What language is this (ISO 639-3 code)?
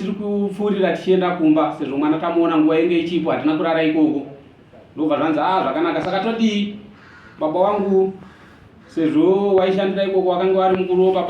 sna